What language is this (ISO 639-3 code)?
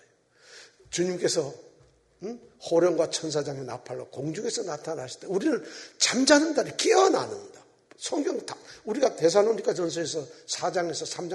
kor